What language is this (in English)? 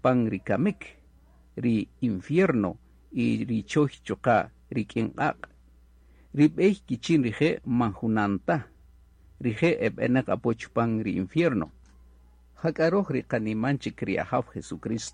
Kaqchikel